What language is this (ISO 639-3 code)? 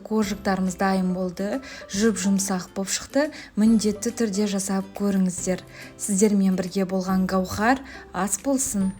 kaz